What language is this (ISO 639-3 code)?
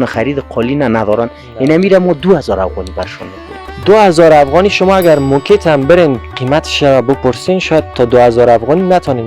fas